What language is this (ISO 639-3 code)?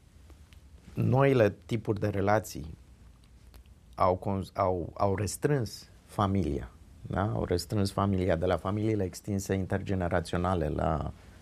ron